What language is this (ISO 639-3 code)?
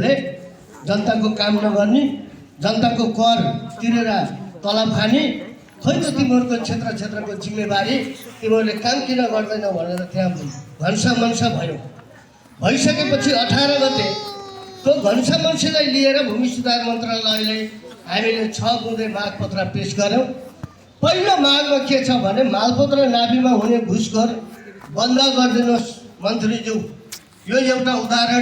nep